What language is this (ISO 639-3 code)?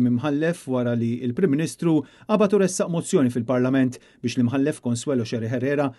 mlt